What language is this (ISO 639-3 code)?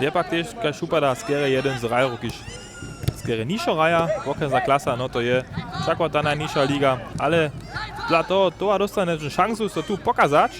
hsb